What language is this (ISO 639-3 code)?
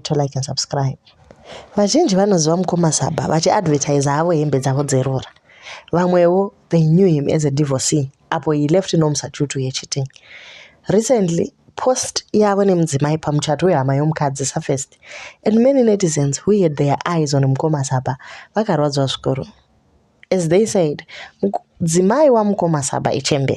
sna